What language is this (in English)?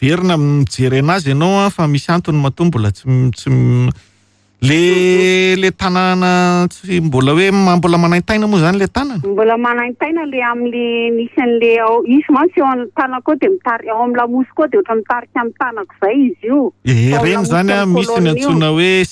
Malagasy